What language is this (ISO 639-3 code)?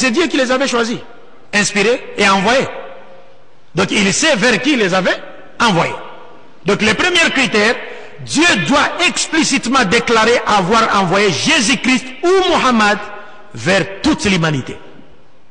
fra